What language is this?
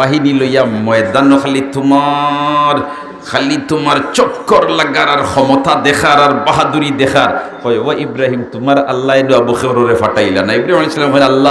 Sylheti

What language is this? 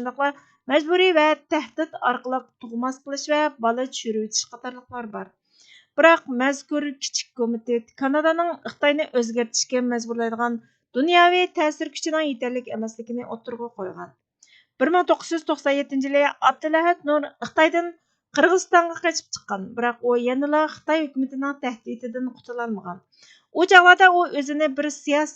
Uyghur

